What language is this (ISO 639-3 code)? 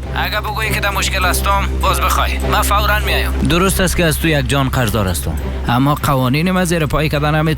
fas